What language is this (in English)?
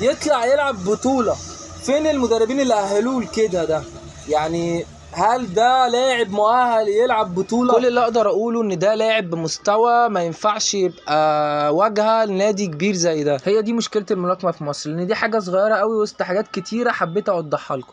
Egyptian Arabic